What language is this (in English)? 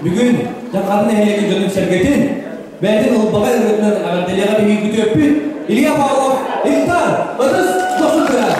Yakut